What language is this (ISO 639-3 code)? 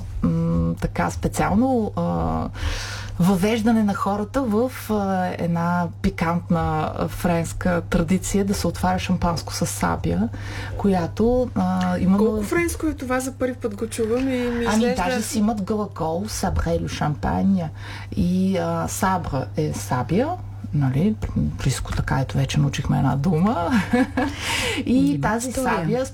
bul